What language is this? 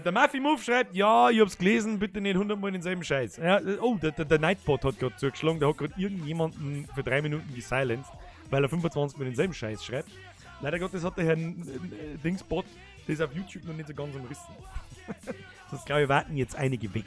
Bavarian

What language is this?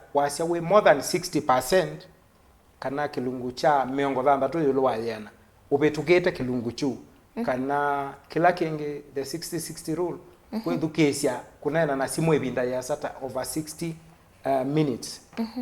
Kamba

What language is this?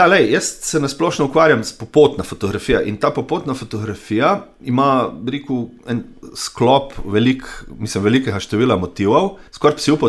Slovenian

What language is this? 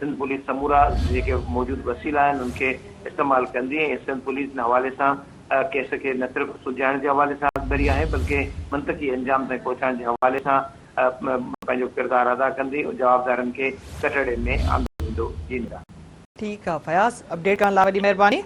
Sindhi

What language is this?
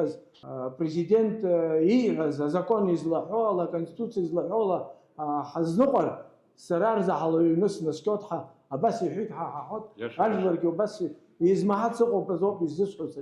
Abkhazian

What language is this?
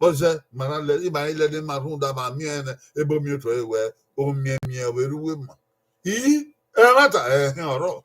Bini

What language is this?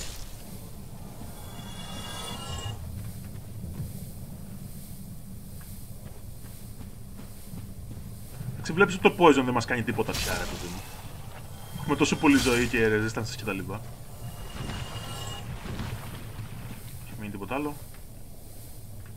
Greek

